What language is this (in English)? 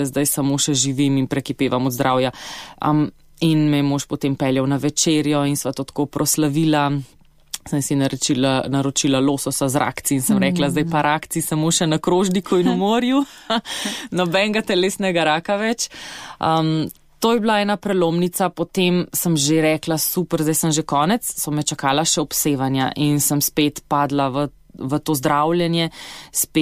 Slovenian